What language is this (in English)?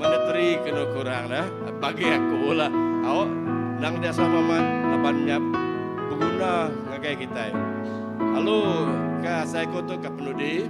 Iban